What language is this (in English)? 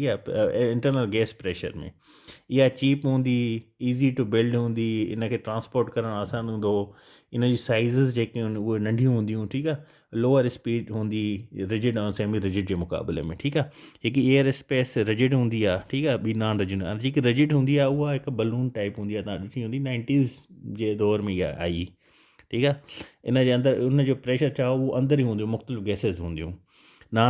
Sindhi